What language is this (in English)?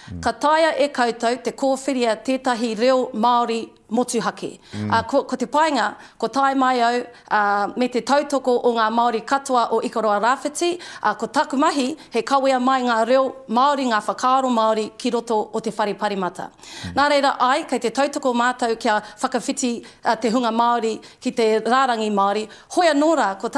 Māori